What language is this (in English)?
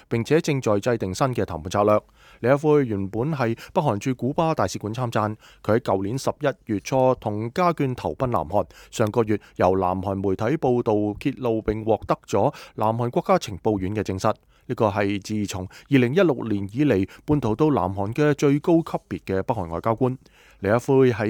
Cantonese